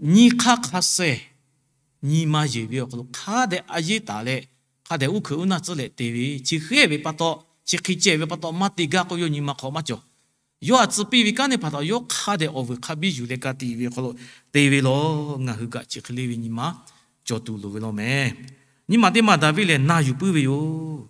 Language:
Lahu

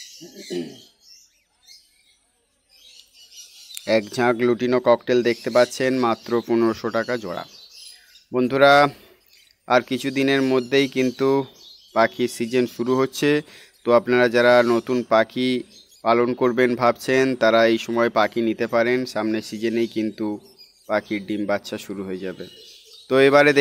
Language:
Bangla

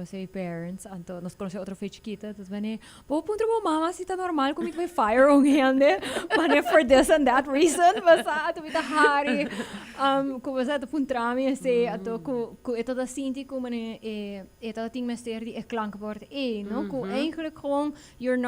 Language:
Papiamento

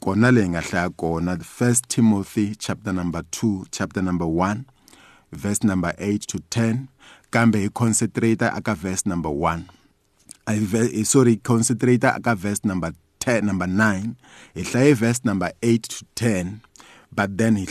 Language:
Tsonga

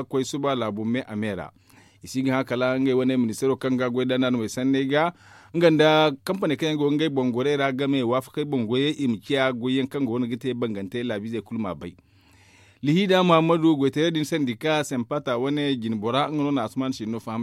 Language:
Zarma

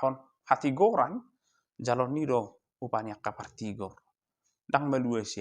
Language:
Batak Toba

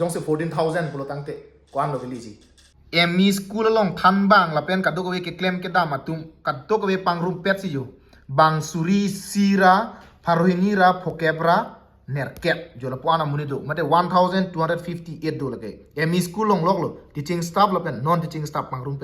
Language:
Karbi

